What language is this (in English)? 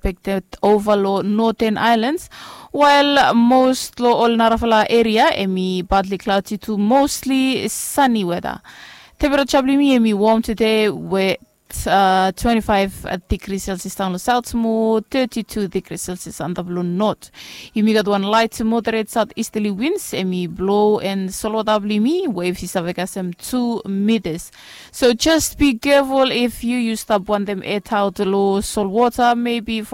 Bislama